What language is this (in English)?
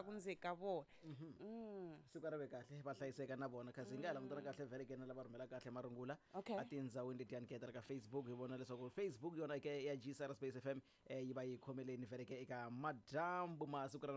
Tsonga